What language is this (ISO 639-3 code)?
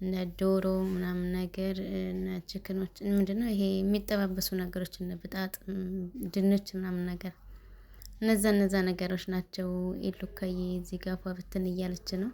amh